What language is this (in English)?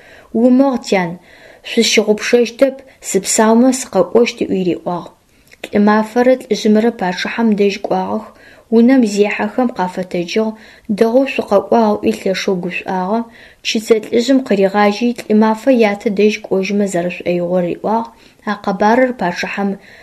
Adyghe